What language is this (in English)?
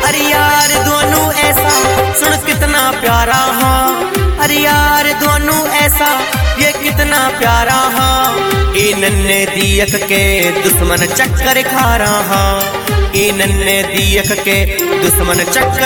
Bhojpuri